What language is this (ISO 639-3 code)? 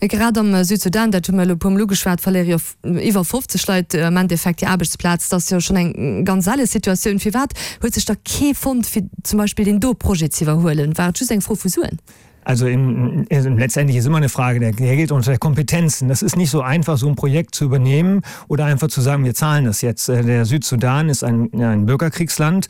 ltz